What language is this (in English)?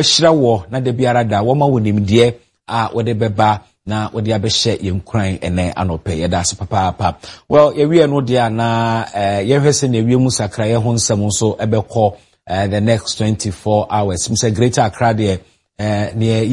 Akan